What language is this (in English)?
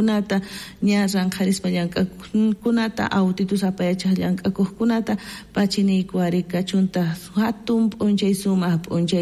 South Bolivian Quechua